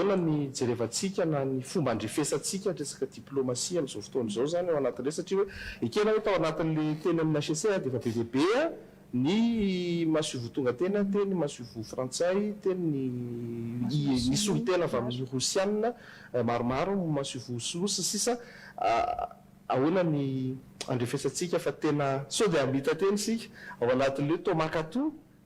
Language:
Malagasy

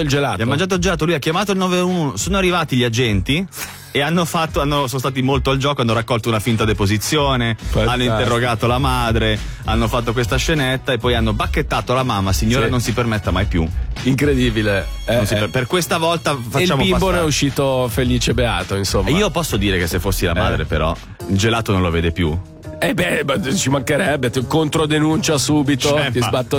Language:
Italian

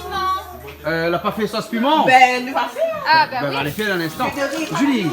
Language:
Réunion Creole French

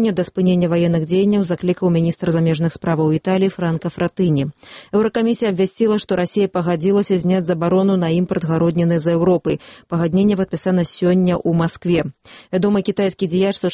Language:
Belarusian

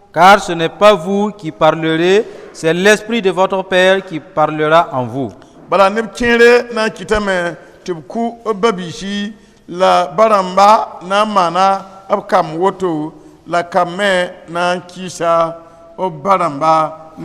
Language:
Mossi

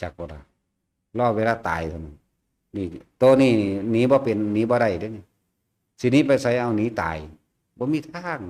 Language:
Lao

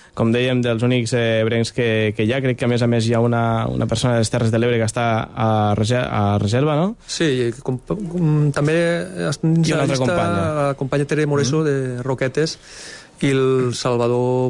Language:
Catalan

